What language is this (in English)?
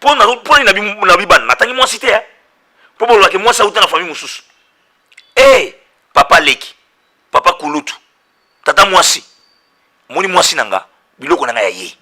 Lingala